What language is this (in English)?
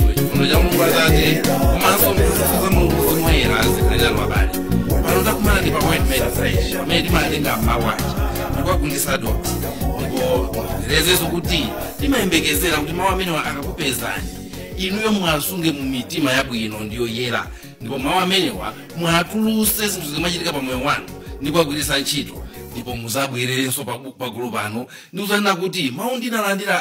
Nyanja